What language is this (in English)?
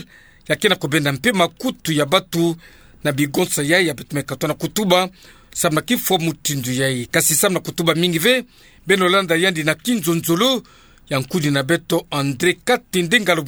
Kituba (Democratic Republic of Congo)